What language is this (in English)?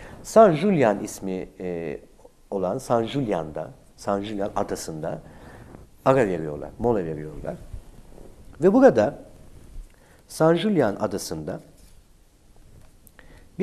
Turkish